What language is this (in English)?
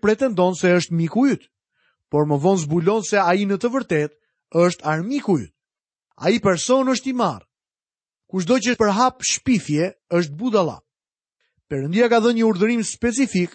Albanian